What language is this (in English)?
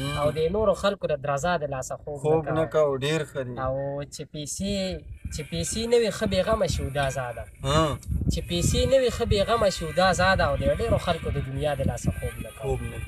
Pashto